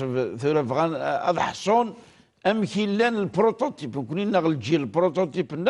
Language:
Kabyle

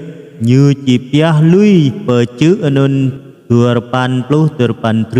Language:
Jarai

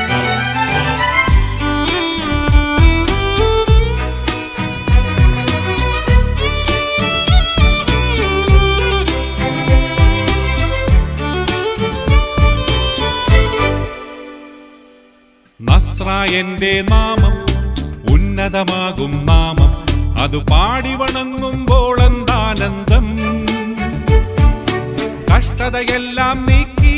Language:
Malayalam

